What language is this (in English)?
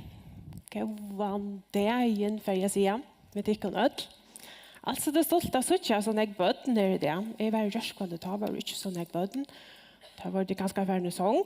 Faroese